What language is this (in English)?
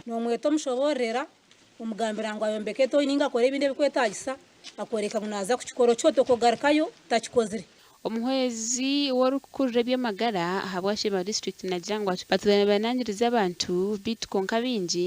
Nyankole